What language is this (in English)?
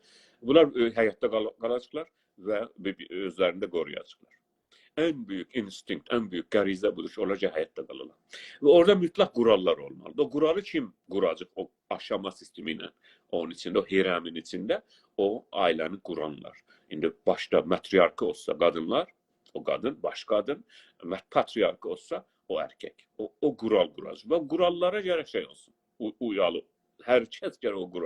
South Azerbaijani